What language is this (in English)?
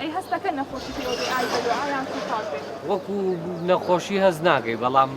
Central Kurdish